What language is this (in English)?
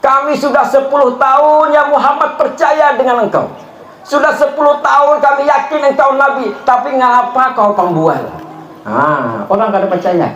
Banjar